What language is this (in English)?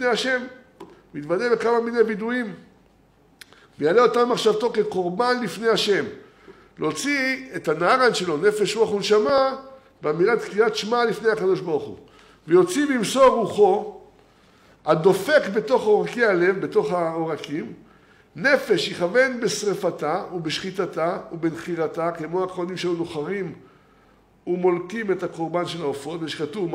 Hebrew